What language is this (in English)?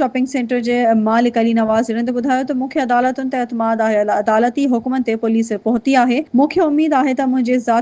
Sindhi